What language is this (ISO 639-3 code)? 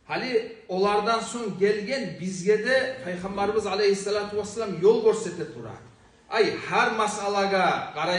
kum